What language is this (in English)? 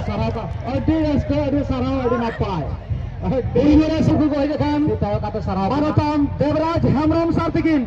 Santali